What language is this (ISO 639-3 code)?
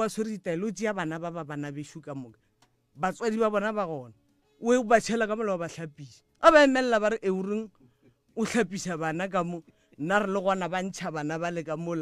nso